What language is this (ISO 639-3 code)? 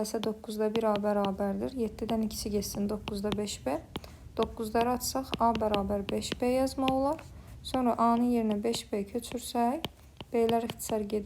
aze